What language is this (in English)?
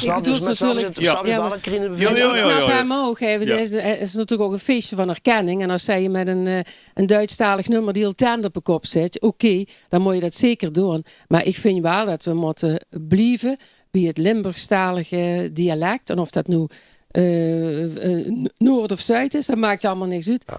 Limburgish